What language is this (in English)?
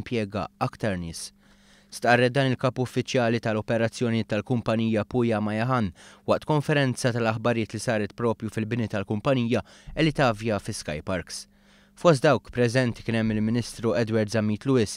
Maltese